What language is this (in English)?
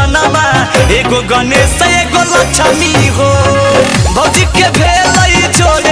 Magahi